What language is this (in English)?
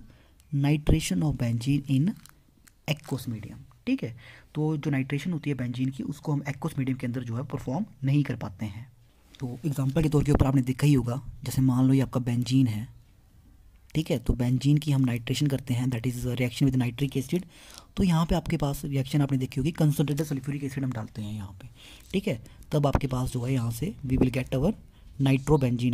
Hindi